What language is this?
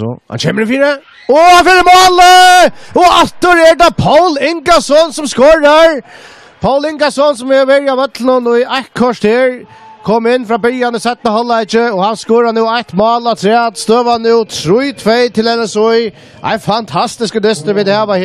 Faroese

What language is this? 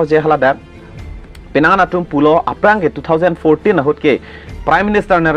Karbi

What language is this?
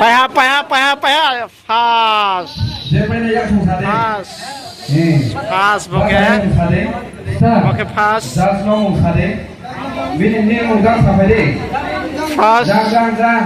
Riang (India)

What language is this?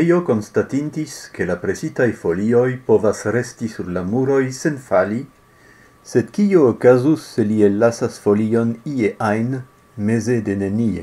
Esperanto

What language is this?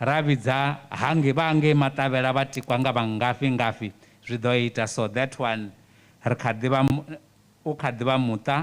Venda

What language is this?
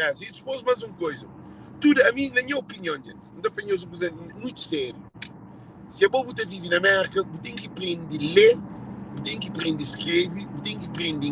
Kabuverdianu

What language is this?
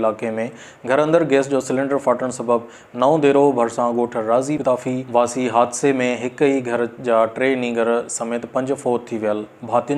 Sindhi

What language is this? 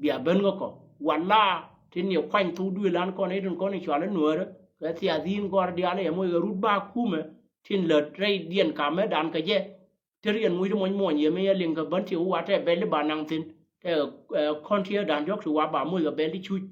Nuer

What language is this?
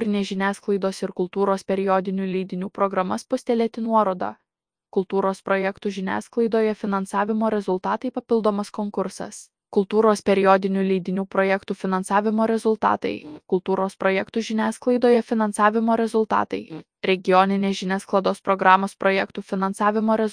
Lithuanian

